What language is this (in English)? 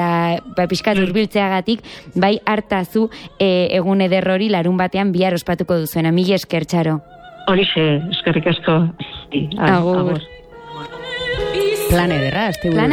Basque